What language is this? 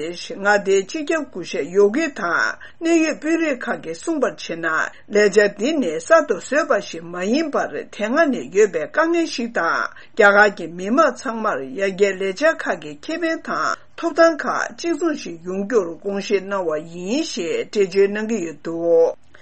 Tibetan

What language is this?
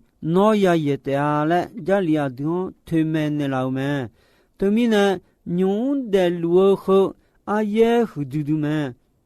Akha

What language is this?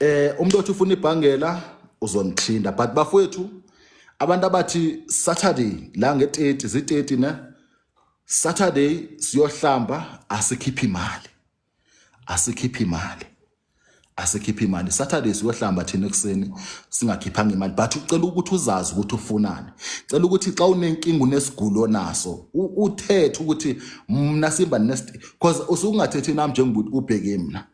Zulu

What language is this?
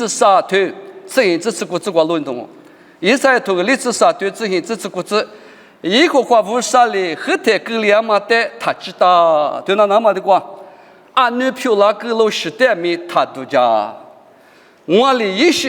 Lisu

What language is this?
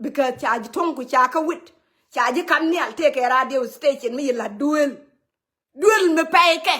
Nuer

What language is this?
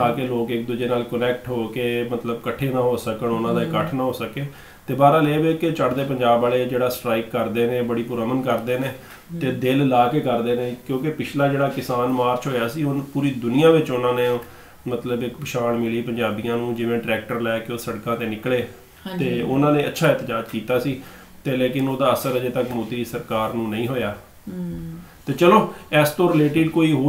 Punjabi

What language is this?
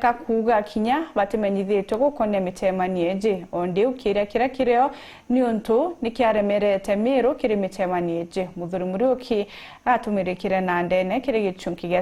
Meru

